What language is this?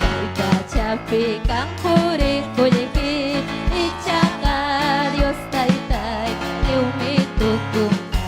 Ayacucho Quechua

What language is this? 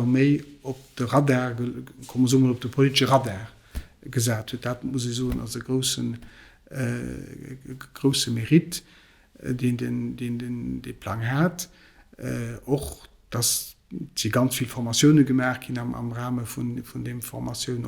Luxembourgish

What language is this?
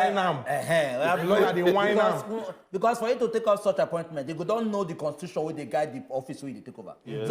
Nigerian Pidgin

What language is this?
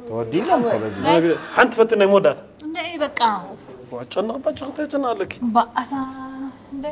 Tigrinya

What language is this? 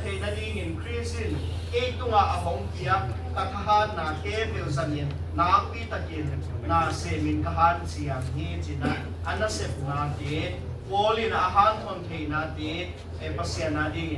Tedim Chin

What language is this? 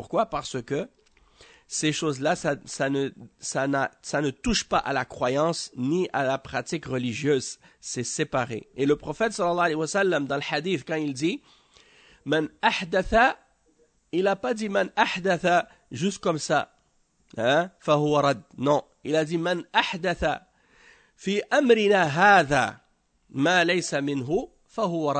French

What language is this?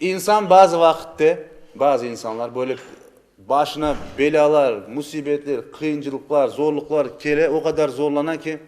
Crimean Tatar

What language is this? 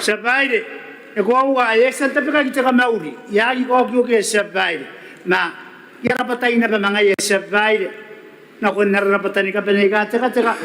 Gilbertese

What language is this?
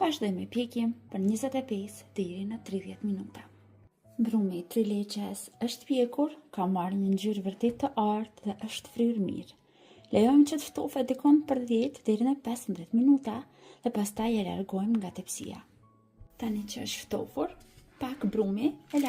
Albanian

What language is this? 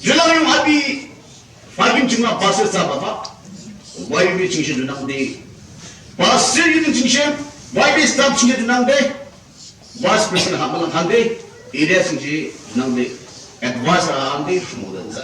Yimchungru Naga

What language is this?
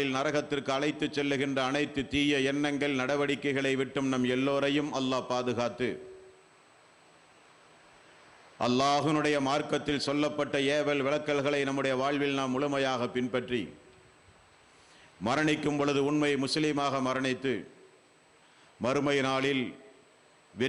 Tamil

